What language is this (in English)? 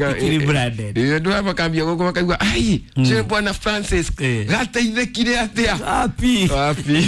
Kikuyu